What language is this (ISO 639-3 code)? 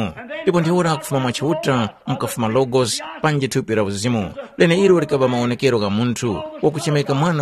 tum